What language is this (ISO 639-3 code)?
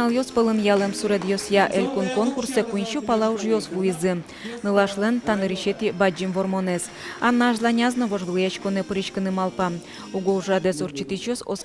udm